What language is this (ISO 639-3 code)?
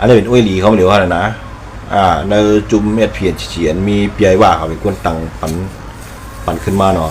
shn